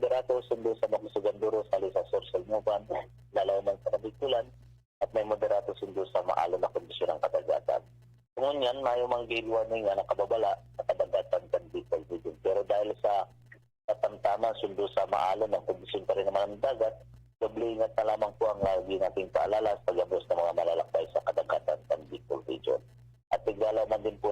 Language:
Bikol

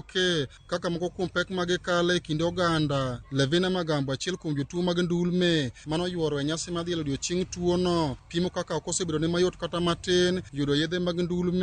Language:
Luo (Kenya and Tanzania)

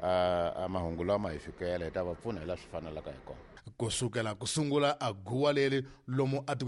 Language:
Tsonga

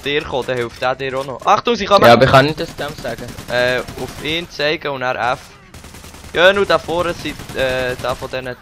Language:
Swiss German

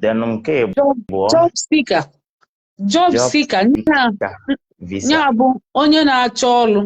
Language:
Igbo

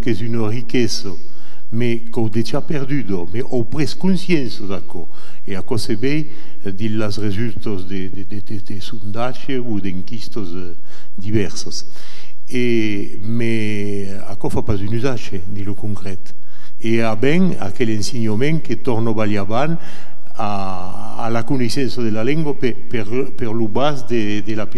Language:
Occitan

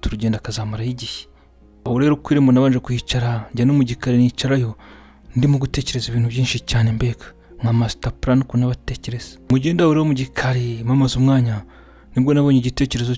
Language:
Kinyarwanda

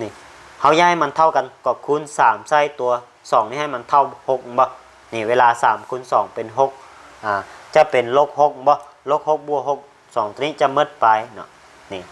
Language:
Lao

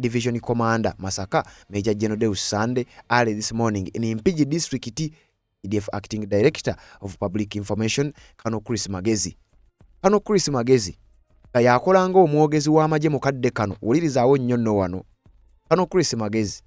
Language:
Ganda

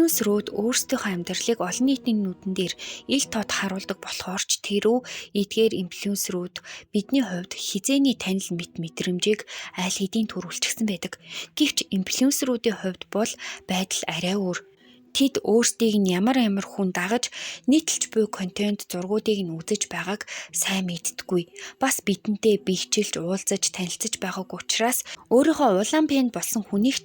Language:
Mongolian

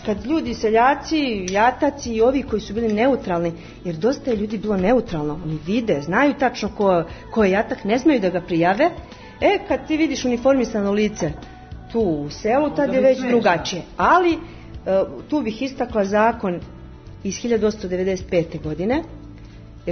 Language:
Serbian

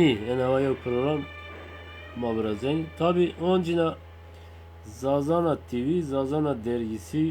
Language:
Zaza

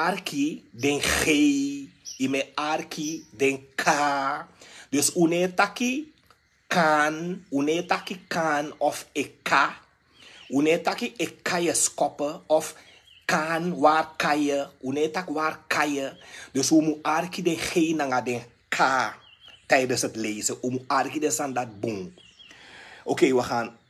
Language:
Sranan Tongo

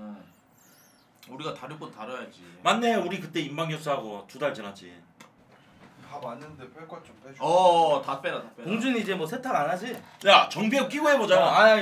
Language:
Korean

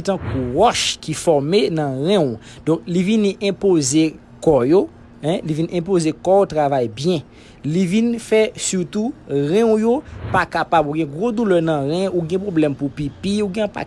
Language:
Haitian Creole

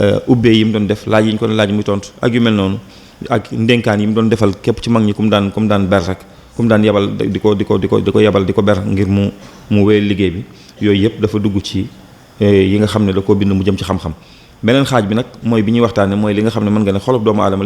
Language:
Wolof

